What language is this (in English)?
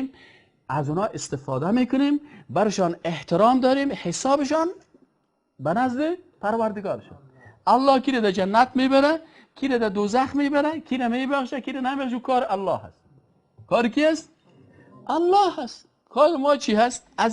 Persian